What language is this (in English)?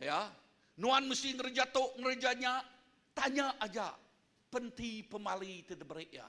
Iban